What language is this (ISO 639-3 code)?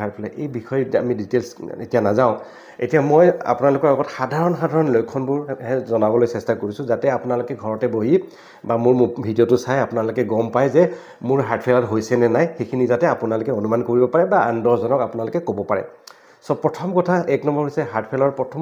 asm